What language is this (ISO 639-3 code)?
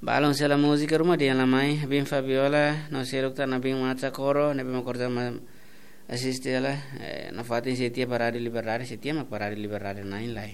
tet